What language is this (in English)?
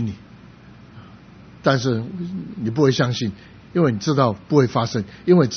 Chinese